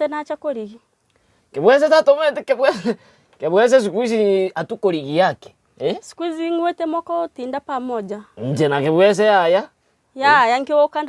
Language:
Gusii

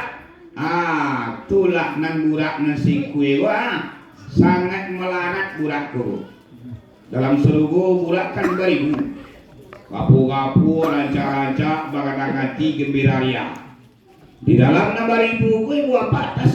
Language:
Minangkabau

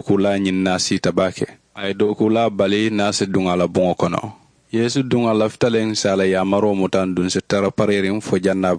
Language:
Mandingo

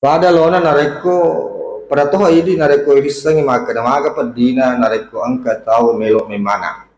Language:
Buginese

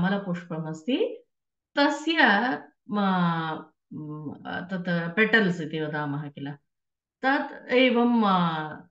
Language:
Sanskrit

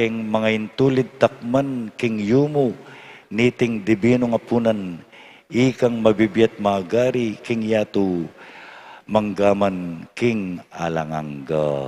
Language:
Pampanga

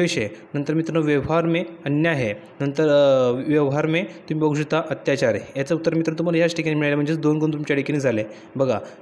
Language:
Marathi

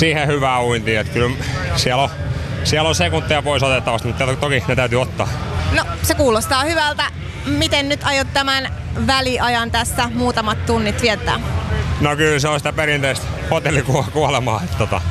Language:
Finnish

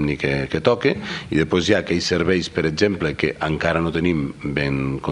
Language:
Catalan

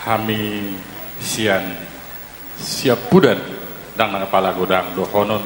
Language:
Batak Toba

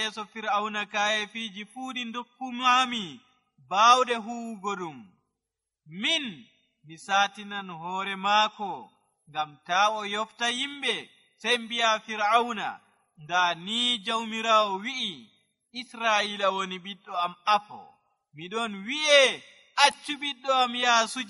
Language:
Nigerian Fulfulde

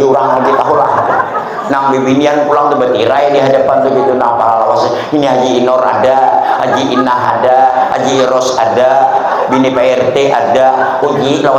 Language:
Banjar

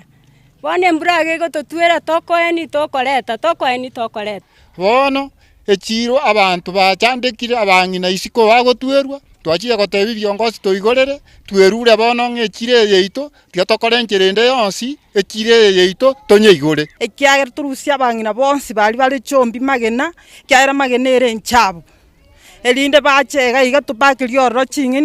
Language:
Gusii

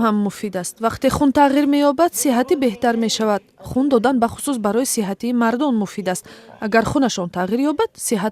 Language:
Tajik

